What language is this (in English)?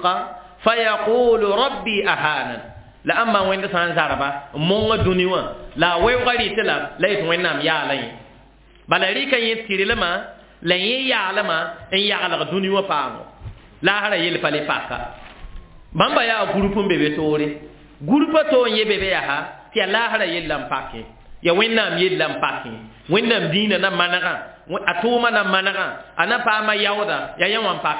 Mossi